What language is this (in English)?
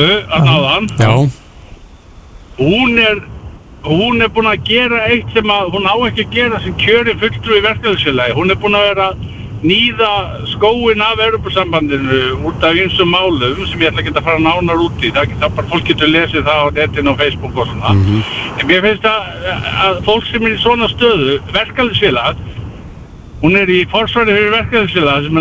Icelandic